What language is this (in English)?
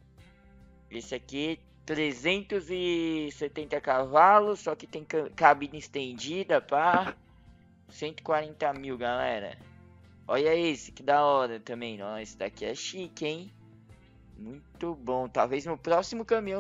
Portuguese